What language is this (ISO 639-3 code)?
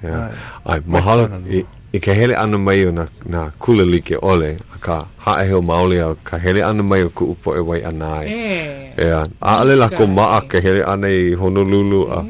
haw